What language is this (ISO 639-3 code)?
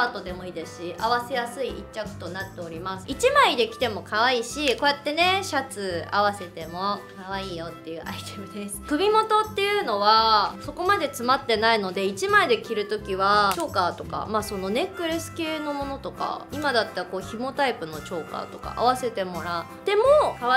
jpn